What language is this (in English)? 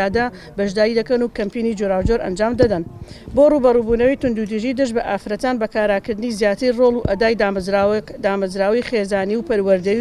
Central Kurdish